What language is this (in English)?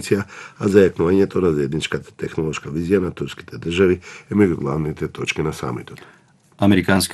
Macedonian